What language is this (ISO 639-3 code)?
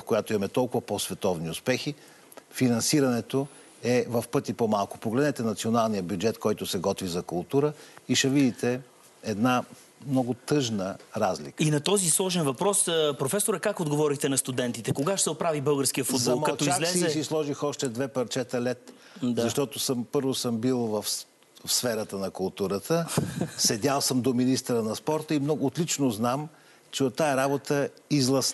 bul